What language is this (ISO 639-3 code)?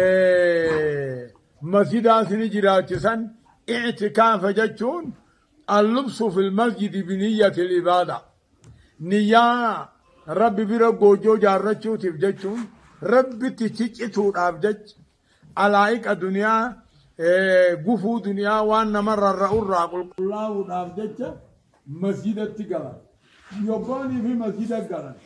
orm